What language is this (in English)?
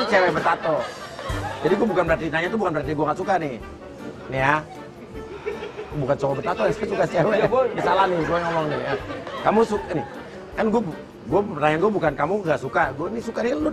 Indonesian